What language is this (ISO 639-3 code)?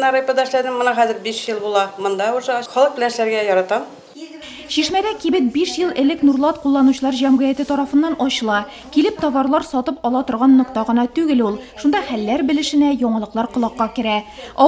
tat